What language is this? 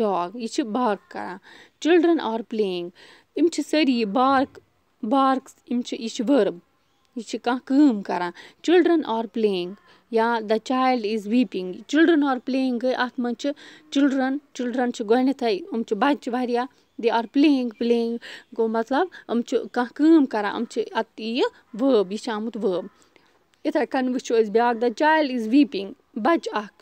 Kashmiri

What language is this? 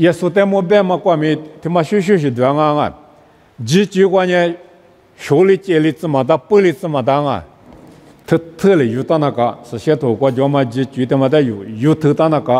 Lisu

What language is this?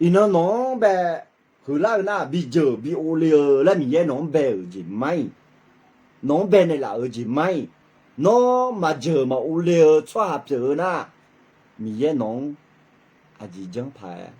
Akha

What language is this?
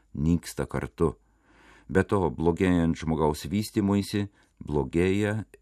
Lithuanian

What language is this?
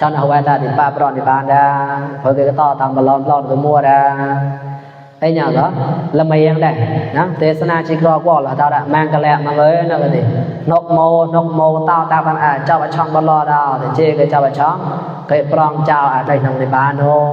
Mon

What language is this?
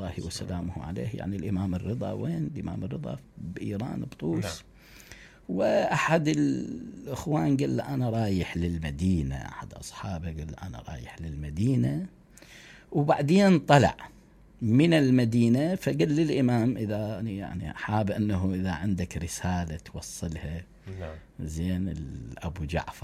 Mesopotamian Arabic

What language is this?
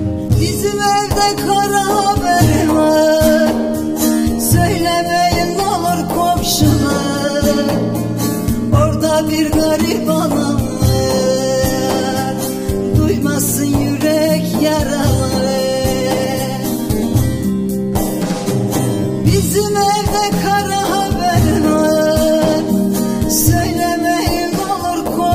Turkish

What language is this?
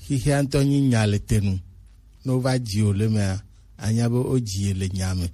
Gen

